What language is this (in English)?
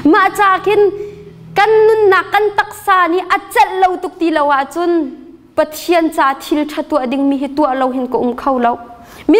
Hakha Chin